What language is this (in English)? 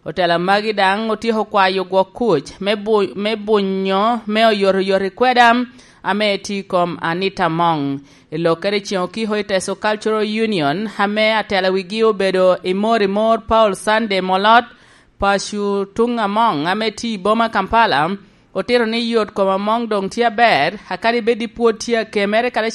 Lango (Uganda)